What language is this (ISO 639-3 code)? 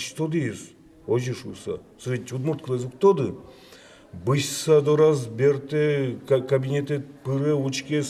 udm